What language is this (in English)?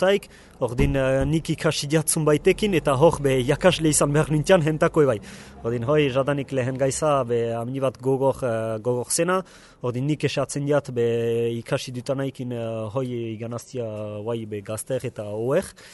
Basque